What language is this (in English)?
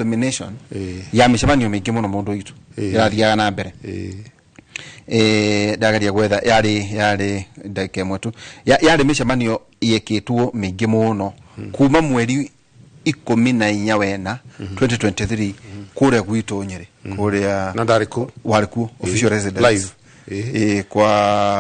Kikuyu